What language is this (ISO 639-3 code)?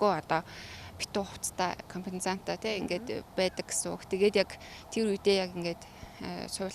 mon